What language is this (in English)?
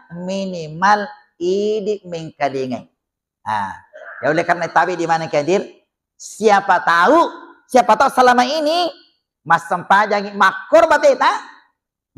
Buginese